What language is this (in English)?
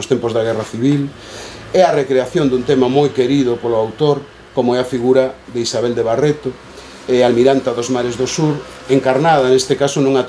Galician